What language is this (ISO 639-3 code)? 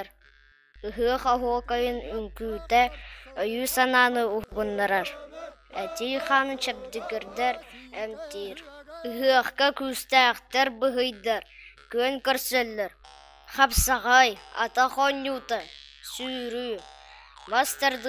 sah